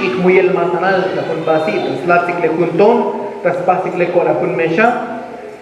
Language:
Tzotzil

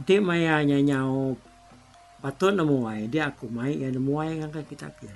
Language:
Iban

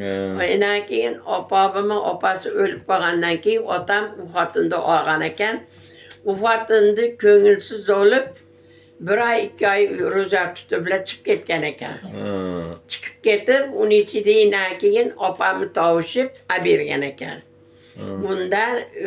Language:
Uzbek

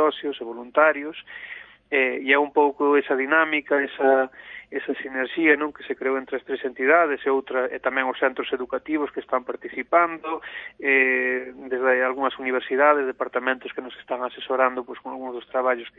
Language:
Galician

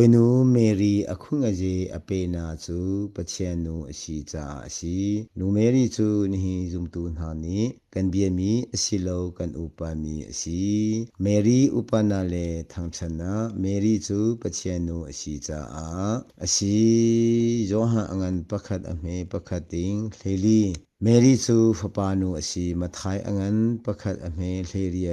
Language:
Hakha Chin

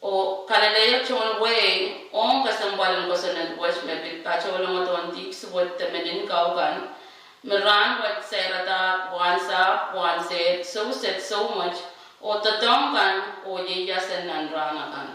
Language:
Pohnpeian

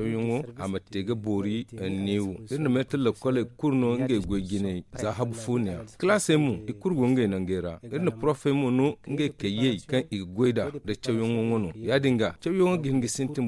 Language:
Zarma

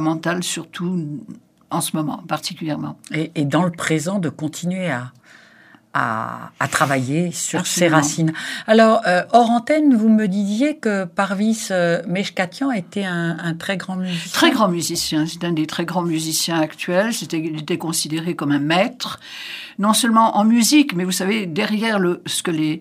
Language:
French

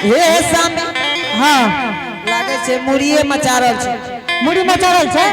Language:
Angika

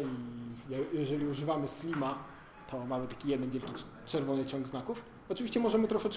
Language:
Polish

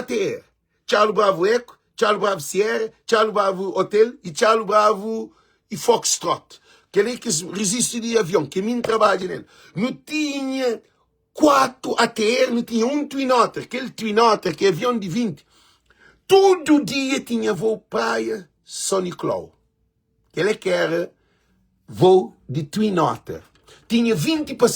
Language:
Kabuverdianu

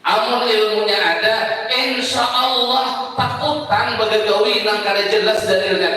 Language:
Banjar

